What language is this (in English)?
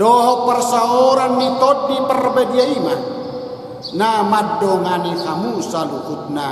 Batak Toba